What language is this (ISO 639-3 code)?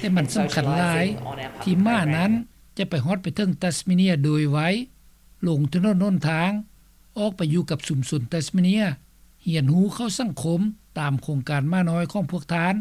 lao